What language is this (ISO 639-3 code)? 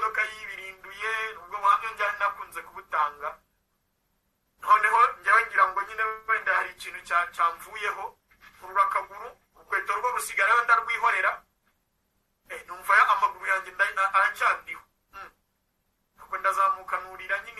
kin